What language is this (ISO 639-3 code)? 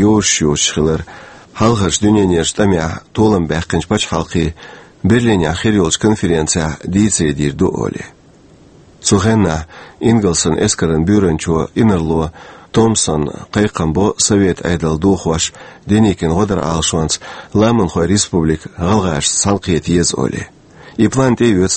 che